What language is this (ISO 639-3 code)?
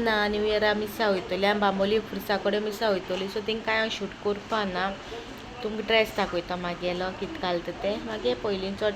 kok